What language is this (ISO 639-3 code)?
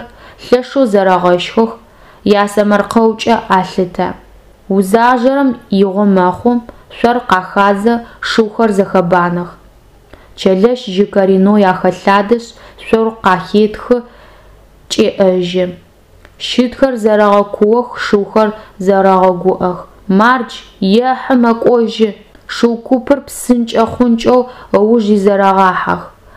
ady